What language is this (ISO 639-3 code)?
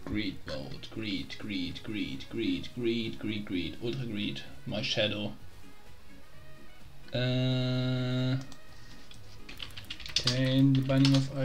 deu